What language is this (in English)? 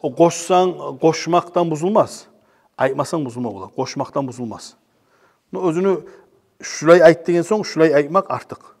Kumyk